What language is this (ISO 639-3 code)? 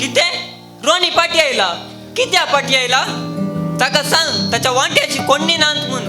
kok